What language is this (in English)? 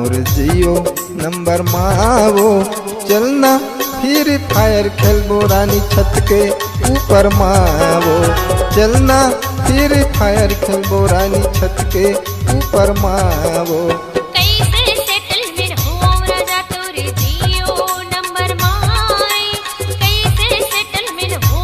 Chhattisgarhi